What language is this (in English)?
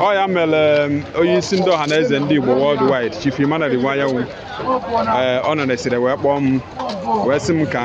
Igbo